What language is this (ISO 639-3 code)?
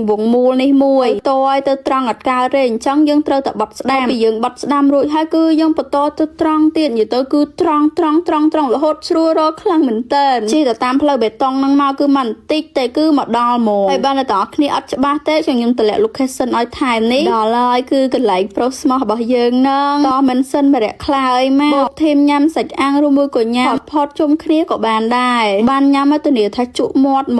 khm